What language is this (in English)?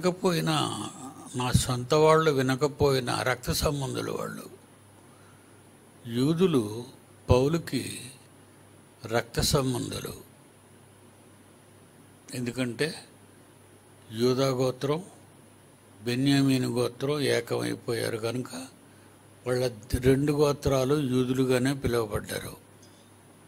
Telugu